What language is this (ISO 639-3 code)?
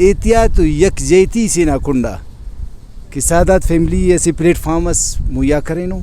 brh